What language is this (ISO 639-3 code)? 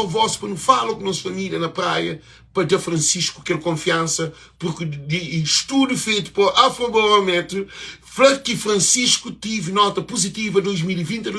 kea